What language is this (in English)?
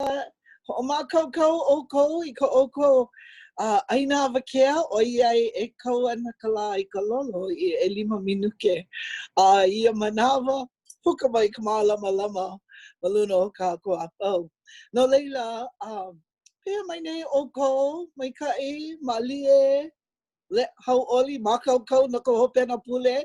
Hawaiian